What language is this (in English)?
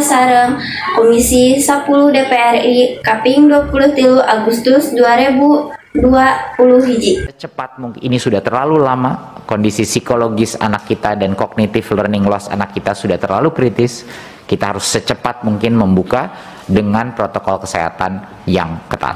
Sundanese